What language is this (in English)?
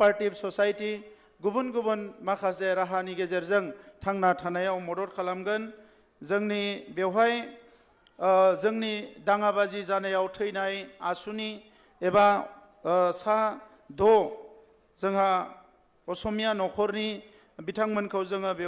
Bodo